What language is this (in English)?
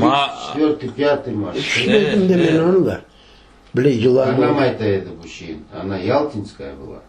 Crimean Tatar